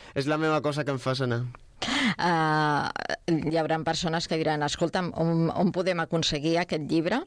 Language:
Catalan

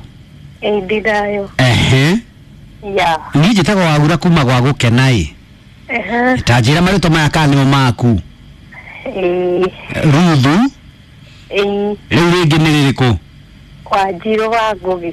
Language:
Kikuyu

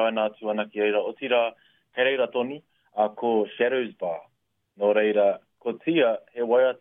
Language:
Māori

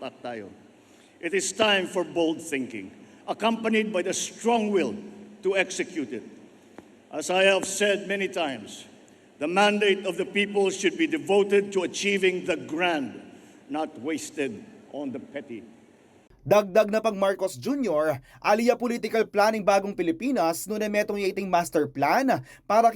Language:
Pampanga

